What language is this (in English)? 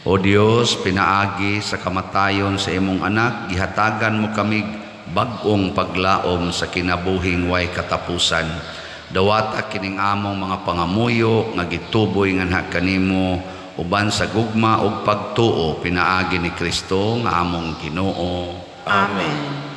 Cebuano